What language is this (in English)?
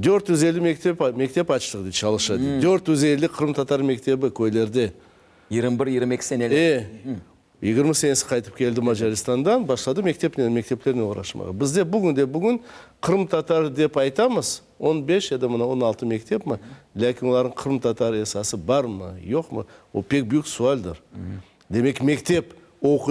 Crimean Tatar